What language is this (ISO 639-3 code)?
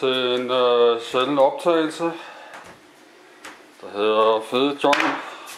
dan